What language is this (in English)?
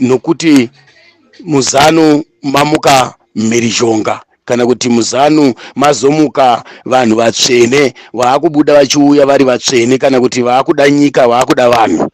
Shona